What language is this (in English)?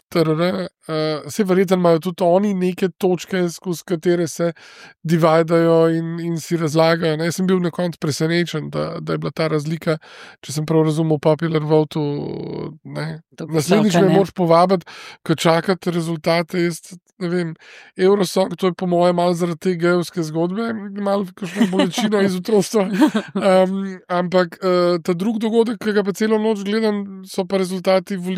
Slovenian